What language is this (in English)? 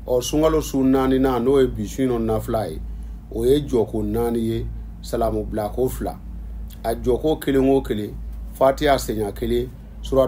Bambara